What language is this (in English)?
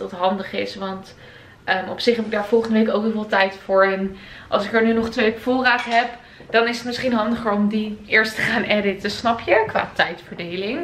Dutch